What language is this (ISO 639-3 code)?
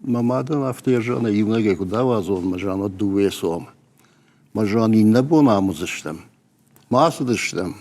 oss